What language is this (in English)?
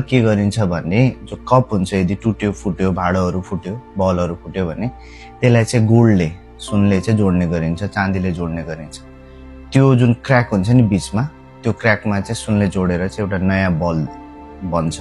Nepali